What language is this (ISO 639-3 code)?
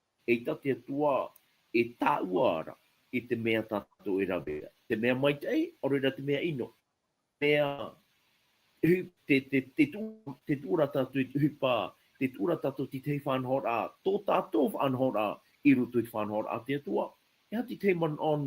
tah